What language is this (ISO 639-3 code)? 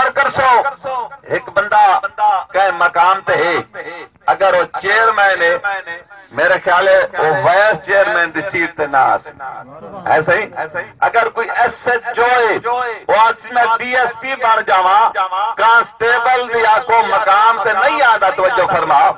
skr